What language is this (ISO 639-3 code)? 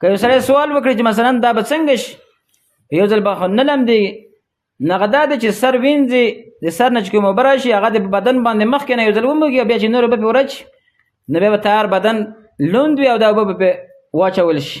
pus